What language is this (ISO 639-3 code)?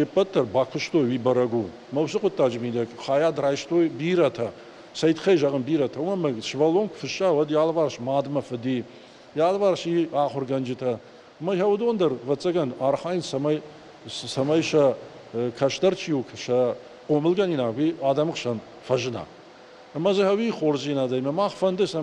oss